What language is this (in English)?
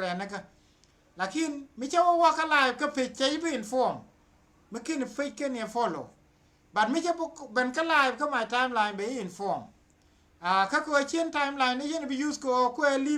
Nuer